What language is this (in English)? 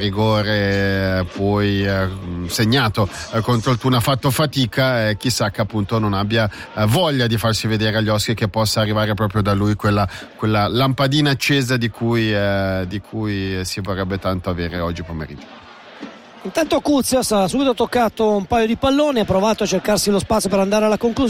Italian